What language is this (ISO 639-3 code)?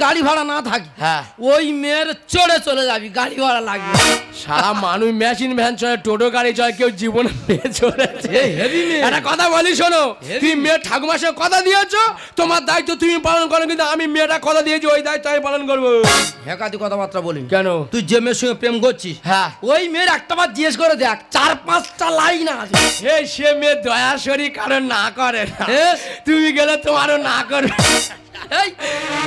ben